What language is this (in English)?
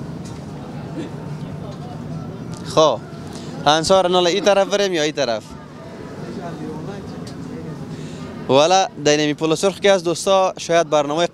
Persian